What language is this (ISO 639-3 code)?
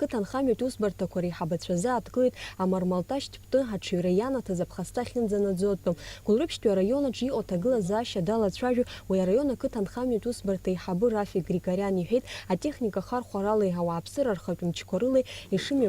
abk